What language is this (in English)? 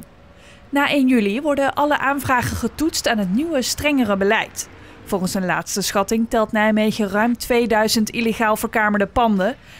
Dutch